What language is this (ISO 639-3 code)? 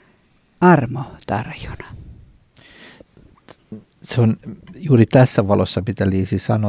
fin